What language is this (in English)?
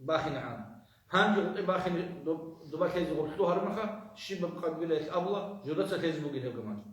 Avaric